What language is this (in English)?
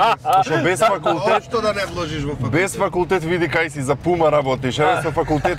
Macedonian